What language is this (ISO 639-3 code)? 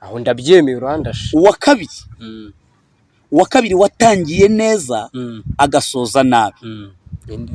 kin